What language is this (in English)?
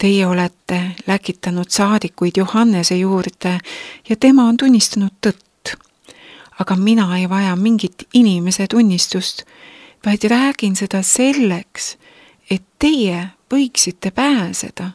Estonian